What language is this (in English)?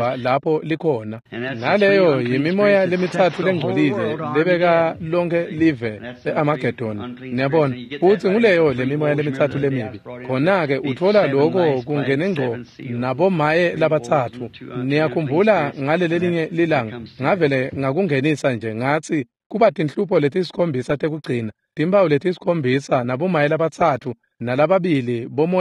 Swati